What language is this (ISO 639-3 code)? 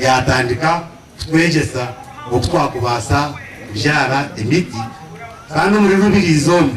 nyn